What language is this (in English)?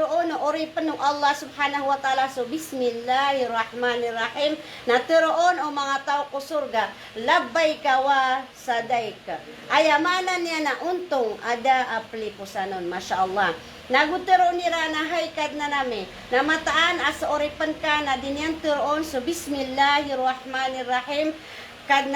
Maranao